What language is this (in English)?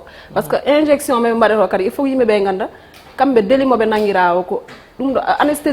Fula